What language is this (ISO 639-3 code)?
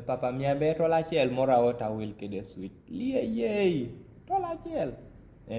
kdi